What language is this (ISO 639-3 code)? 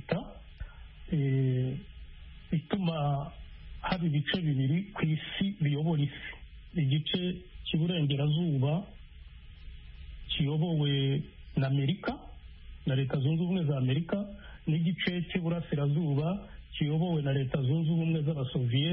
kin